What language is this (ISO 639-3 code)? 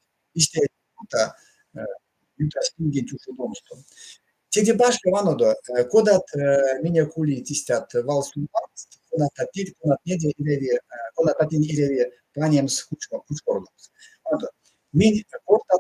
myv